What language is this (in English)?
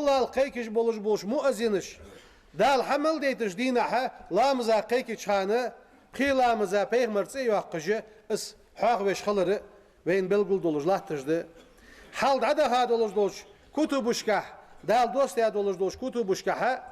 Ingush